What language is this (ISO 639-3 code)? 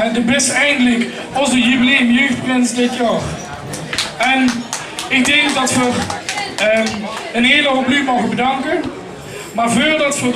lim